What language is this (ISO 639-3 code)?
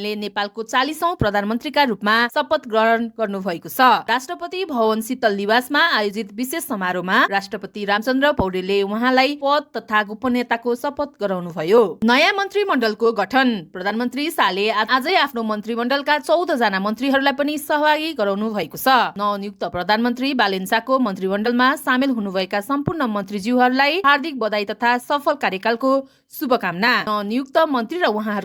nep